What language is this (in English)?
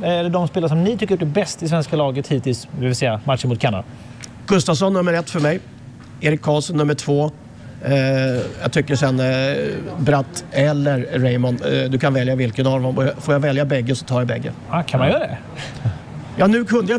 Swedish